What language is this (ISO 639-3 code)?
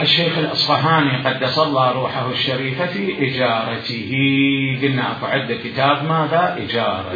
acm